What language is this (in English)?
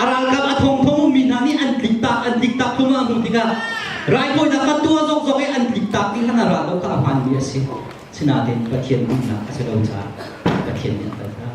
Hakha Chin